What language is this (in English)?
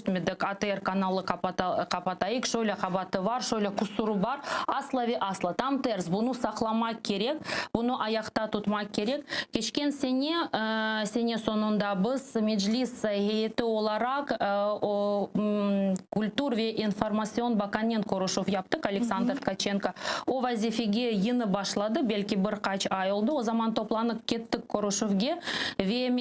Crimean Tatar